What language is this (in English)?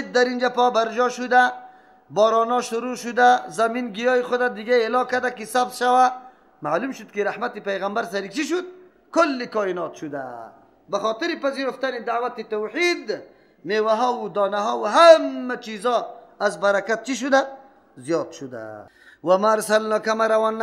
Persian